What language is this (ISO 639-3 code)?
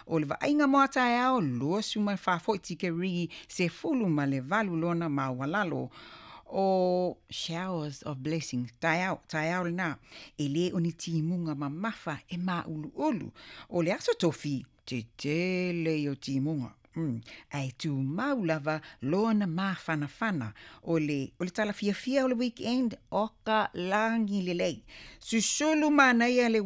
smo